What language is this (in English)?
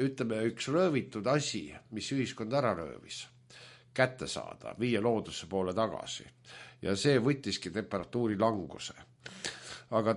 Estonian